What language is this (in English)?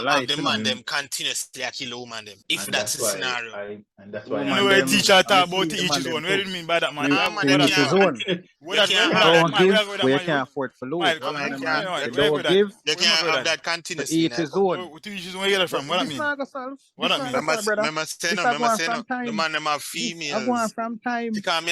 Jamaican Creole English